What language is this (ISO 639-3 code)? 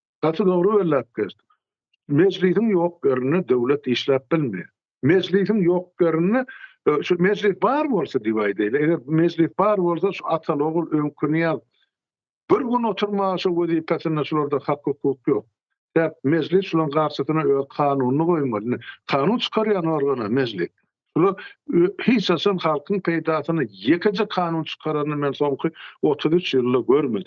tuk